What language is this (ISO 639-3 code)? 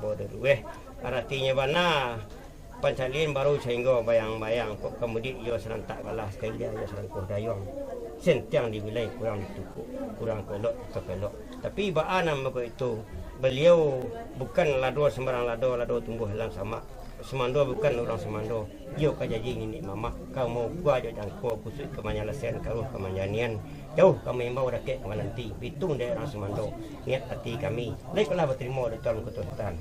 min